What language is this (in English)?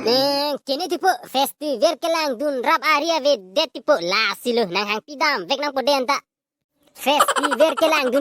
Karbi